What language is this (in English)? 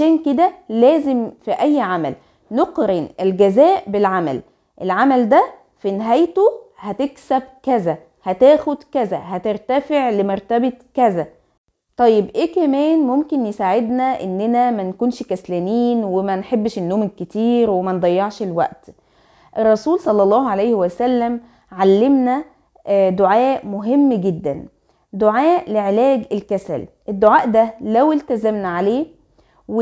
Egyptian Arabic